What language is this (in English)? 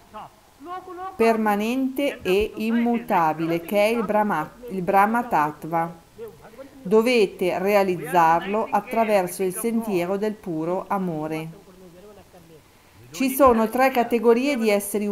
Italian